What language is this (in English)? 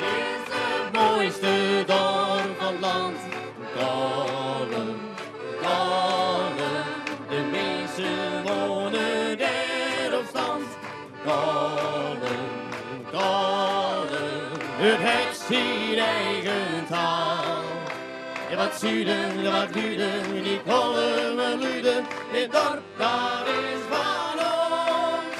Western Frisian